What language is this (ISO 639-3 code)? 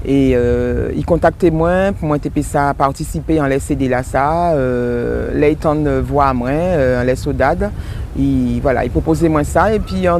gcf